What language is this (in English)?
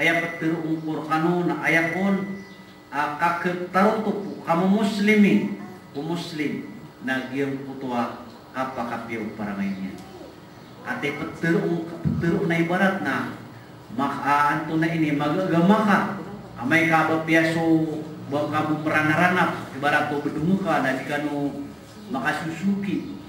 Maranao